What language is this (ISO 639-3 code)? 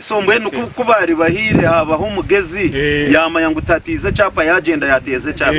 nyn